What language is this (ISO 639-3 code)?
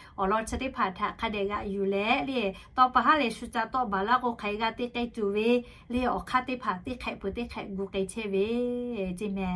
lhu